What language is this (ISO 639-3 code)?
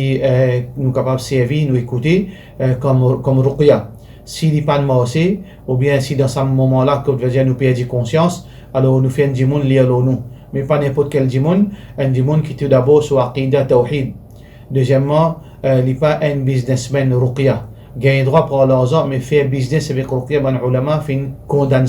mfe